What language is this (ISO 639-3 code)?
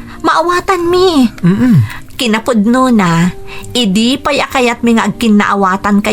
ilo